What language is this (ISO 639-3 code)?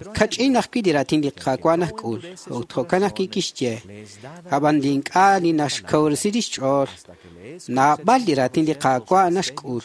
kek